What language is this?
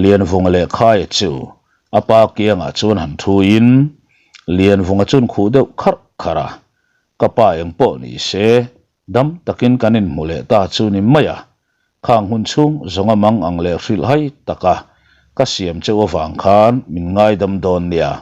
Mizo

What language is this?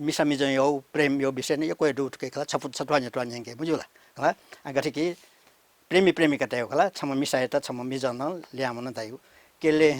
Newari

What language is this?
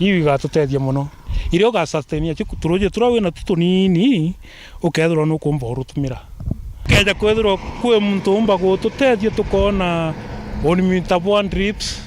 Meru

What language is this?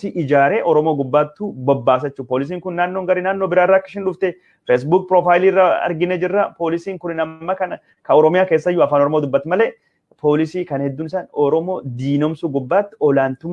Oromo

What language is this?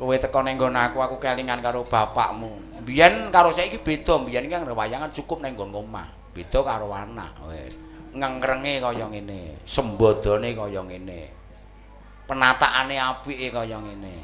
Javanese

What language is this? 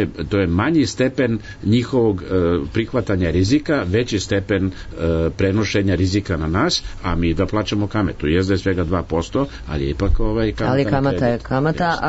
Serbian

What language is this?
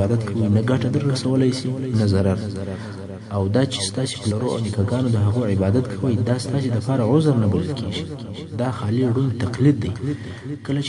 Pashto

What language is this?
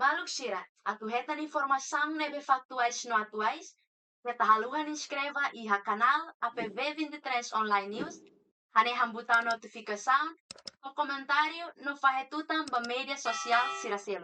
Tetum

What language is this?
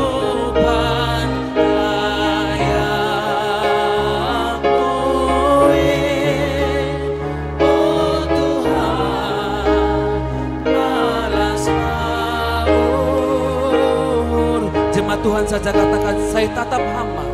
Batak Simalungun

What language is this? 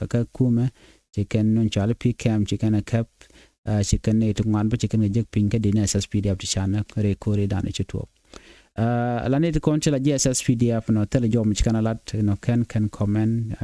Nuer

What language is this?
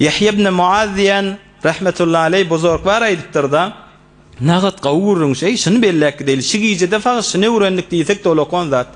Turkmen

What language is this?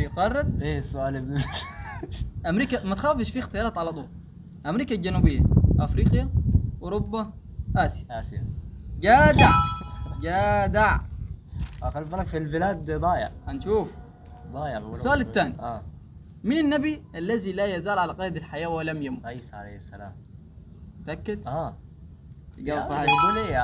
Egyptian Arabic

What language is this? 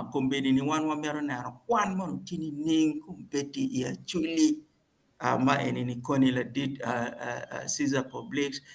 Acoli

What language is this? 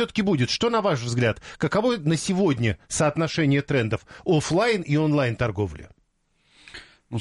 Russian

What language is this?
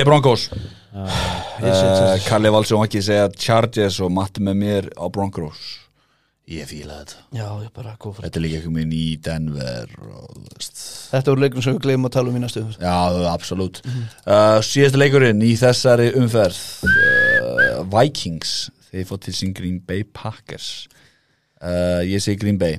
Icelandic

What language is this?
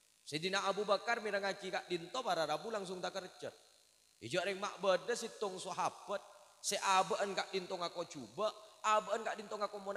Madurese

